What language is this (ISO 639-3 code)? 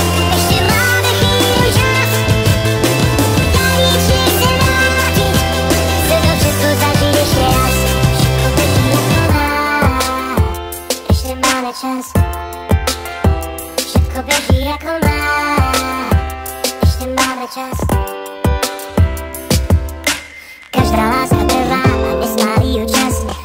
slk